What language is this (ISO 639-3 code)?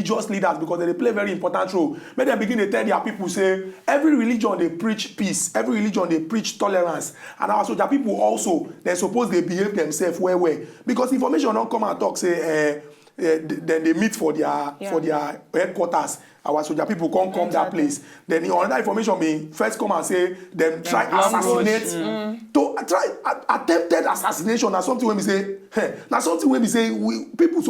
pcm